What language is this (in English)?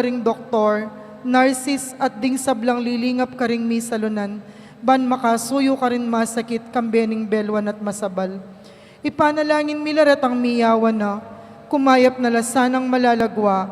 Pampanga